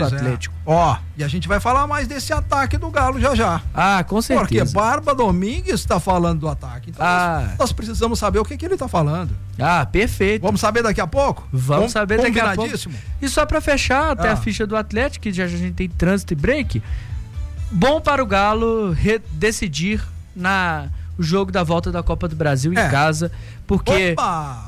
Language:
Portuguese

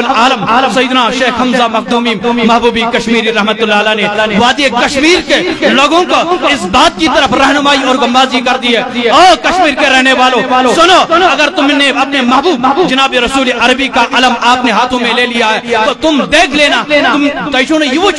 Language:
Kashmiri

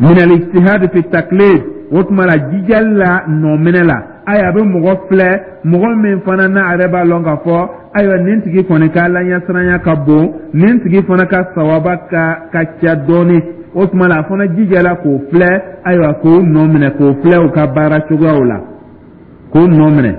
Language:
Dyula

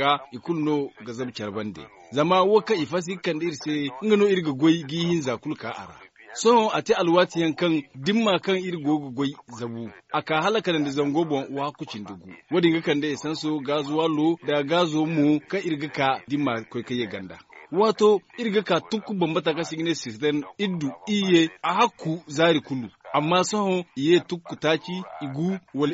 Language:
Zarma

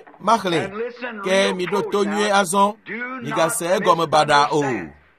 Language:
Ewe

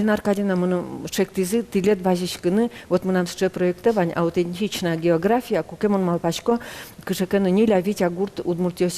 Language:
Udmurt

